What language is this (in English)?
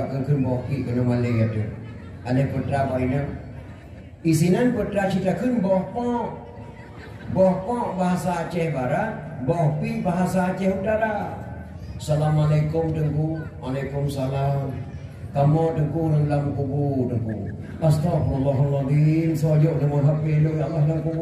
Achinese